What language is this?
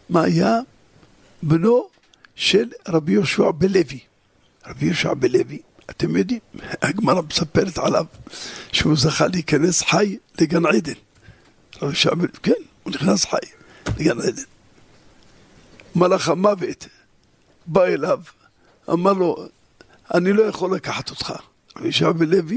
Hebrew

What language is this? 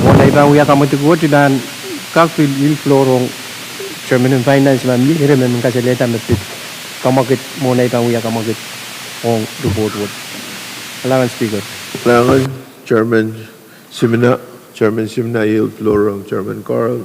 Pohnpeian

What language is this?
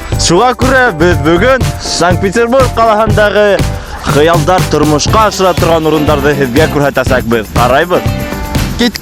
Bashkir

